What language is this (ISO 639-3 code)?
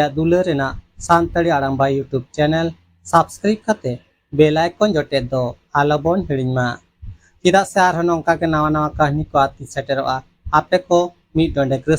sat